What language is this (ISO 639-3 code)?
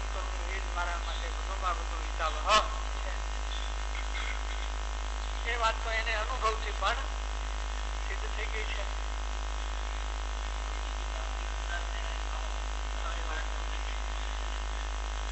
guj